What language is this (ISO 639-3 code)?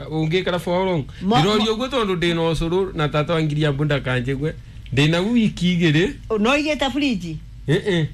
kik